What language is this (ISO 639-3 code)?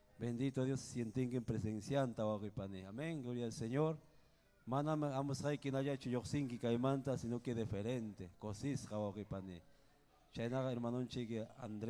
quy